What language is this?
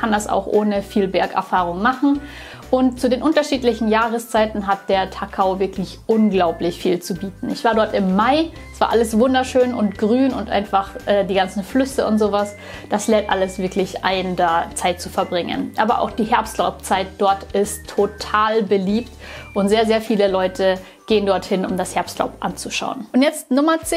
German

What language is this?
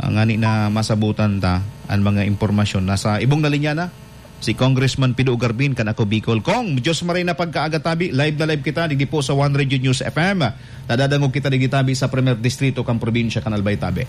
Bikol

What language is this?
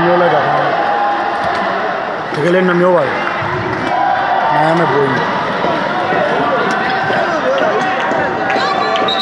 Burmese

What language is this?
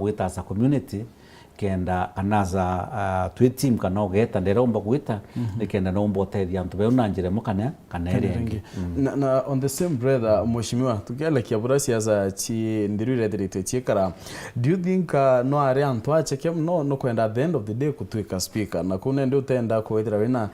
Meru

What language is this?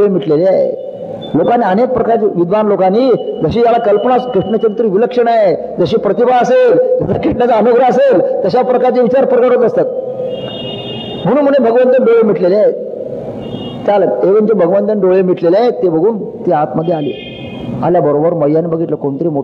Marathi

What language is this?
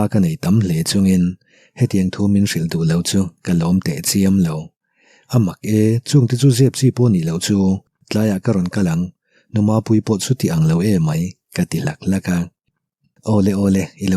Mizo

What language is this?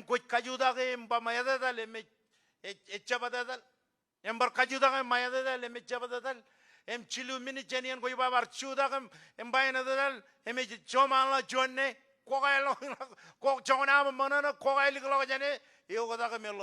Marshallese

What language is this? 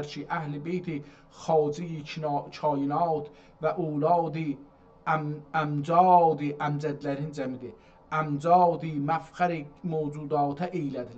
South Azerbaijani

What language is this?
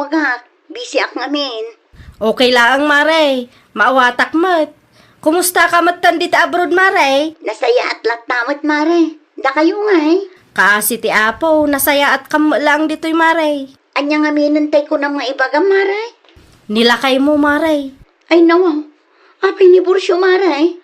Iloko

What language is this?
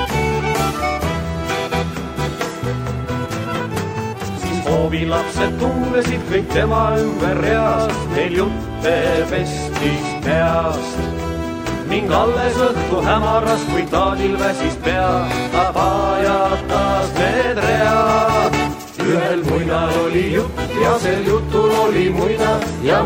Estonian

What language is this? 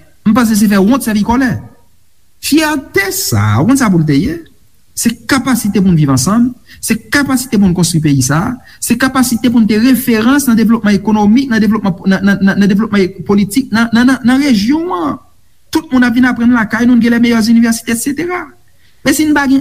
Haitian Creole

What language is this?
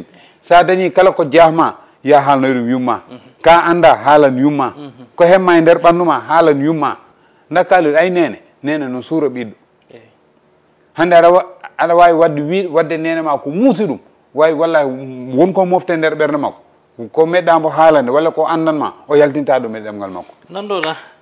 Fula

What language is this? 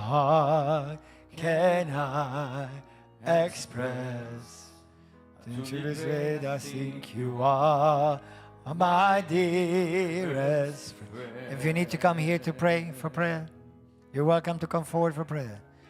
English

